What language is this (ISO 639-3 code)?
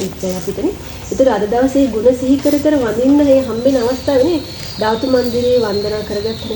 sin